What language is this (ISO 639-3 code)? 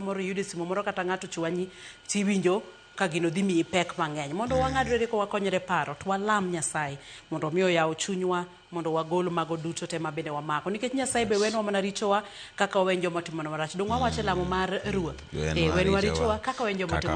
luo